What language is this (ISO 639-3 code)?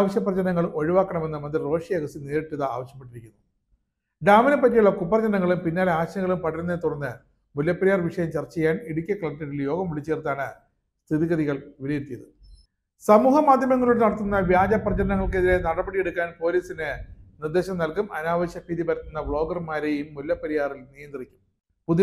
mal